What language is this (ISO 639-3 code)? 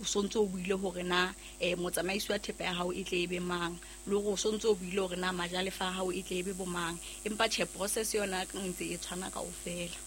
sot